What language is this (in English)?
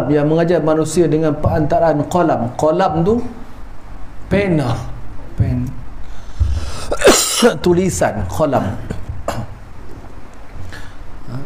Malay